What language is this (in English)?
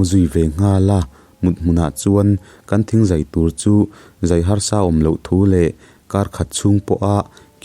Mizo